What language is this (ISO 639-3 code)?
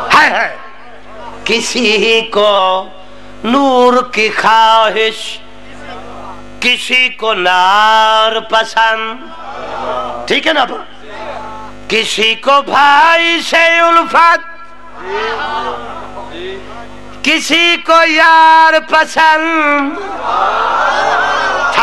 urd